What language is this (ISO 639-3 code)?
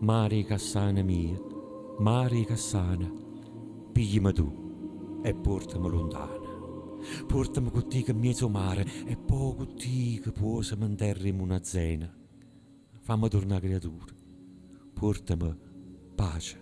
nap